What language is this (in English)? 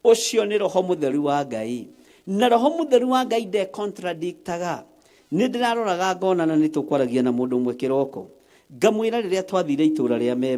Kikuyu